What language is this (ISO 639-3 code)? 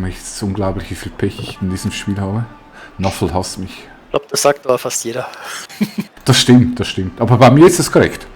gsw